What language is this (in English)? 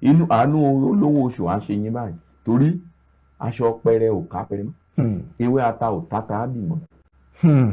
Yoruba